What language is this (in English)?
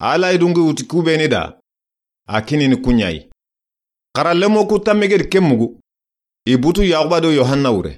Soninke